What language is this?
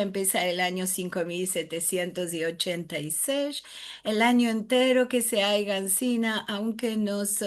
Ladino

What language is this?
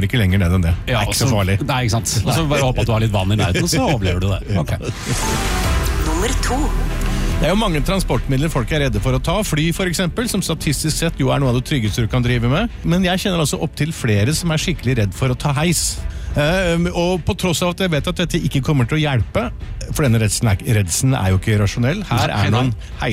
Norwegian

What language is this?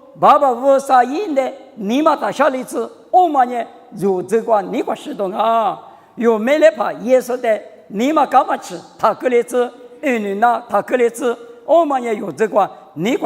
Lisu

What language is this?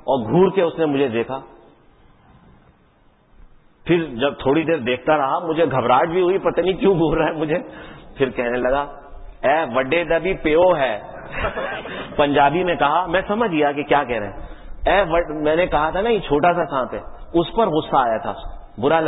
Urdu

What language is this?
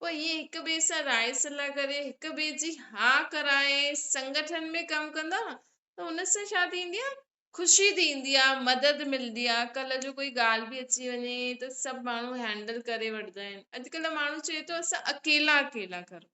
Sindhi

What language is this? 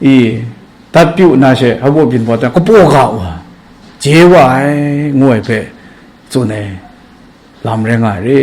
Kachin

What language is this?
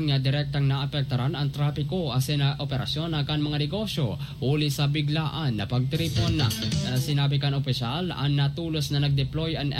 Bikol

